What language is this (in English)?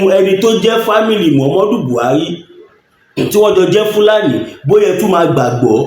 Yoruba